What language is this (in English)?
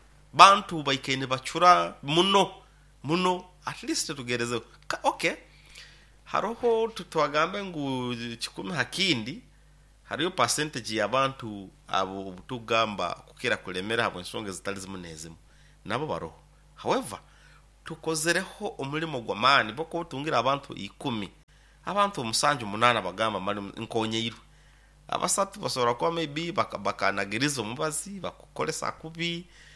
Nyoro